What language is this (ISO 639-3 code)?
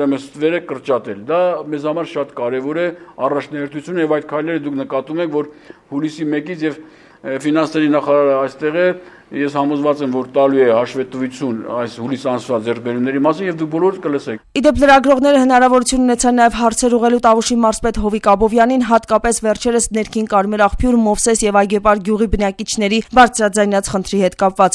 hye